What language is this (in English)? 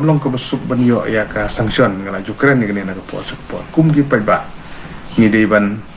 Khasi